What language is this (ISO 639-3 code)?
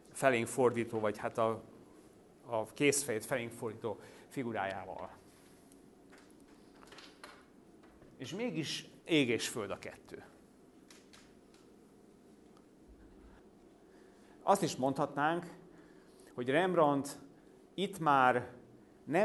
hun